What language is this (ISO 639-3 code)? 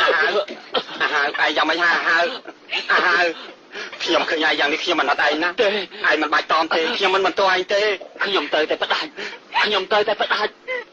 khm